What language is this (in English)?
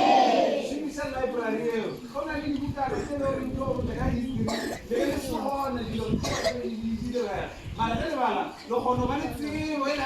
Northern Sotho